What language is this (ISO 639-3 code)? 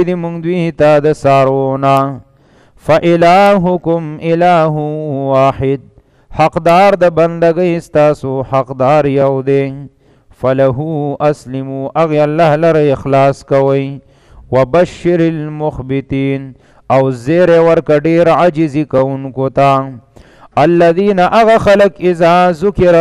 pus